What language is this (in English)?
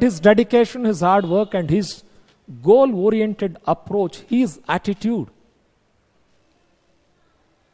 Kannada